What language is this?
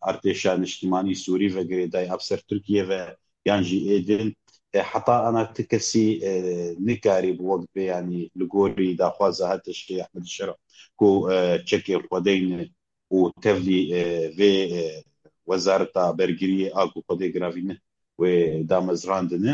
Kurdish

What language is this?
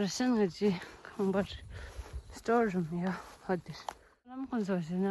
Tibetan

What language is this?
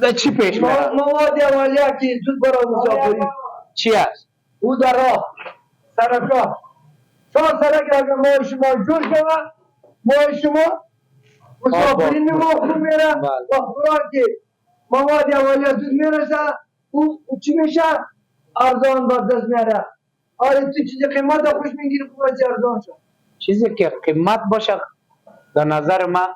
Persian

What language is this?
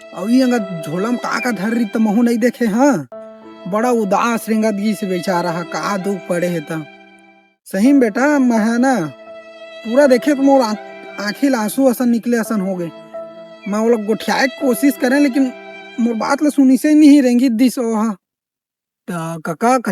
Chhattisgarhi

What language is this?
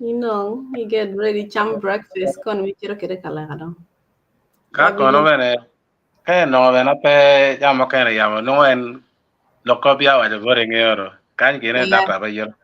Acoli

